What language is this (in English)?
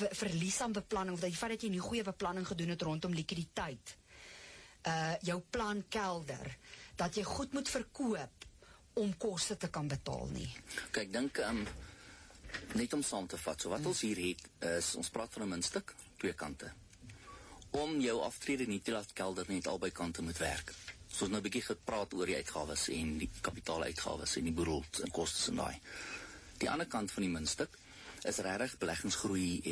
Afrikaans